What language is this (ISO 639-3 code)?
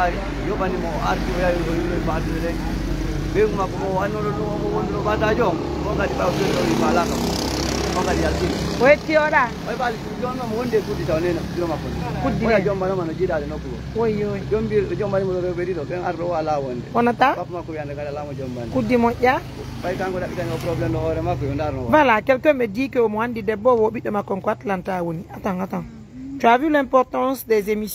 ful